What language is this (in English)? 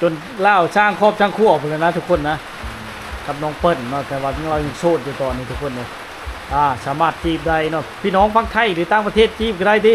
Lao